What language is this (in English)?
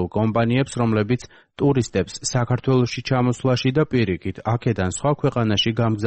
Georgian